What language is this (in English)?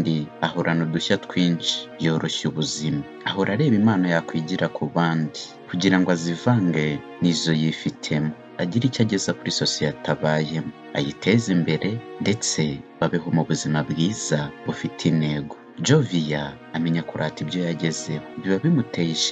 Kinyarwanda